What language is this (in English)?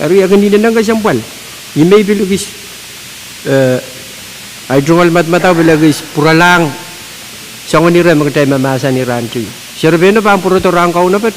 Pohnpeian